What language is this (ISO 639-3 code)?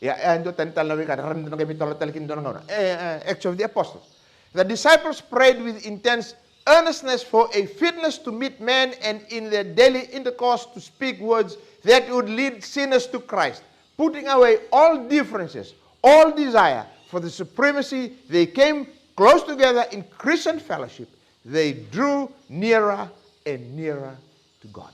fij